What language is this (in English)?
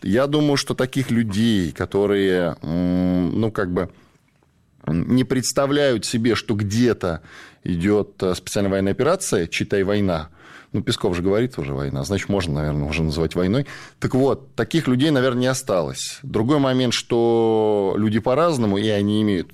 Russian